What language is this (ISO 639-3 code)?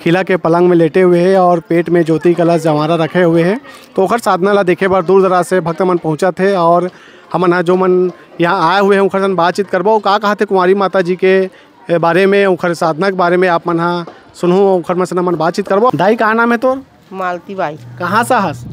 hne